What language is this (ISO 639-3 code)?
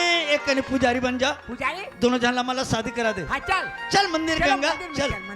hne